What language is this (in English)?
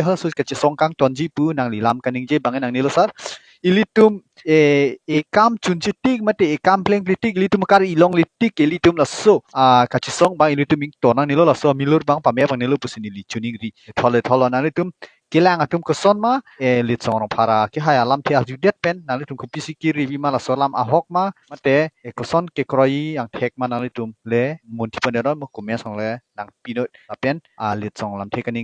Karbi